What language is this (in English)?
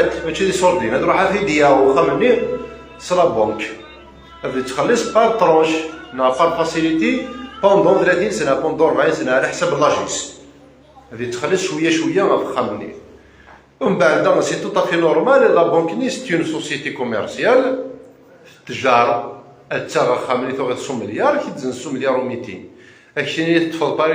Kabyle